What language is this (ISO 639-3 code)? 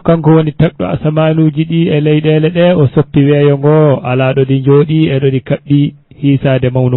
ful